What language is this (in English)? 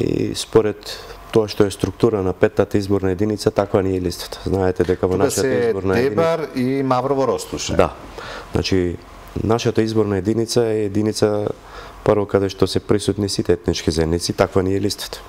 Macedonian